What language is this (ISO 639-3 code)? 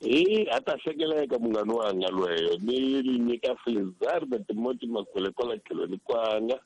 tso